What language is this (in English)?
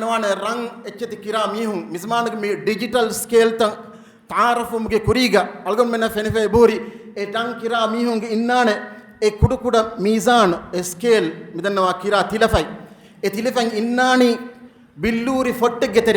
Divehi